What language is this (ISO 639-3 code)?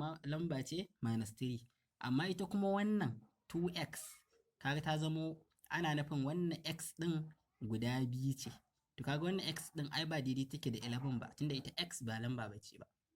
hau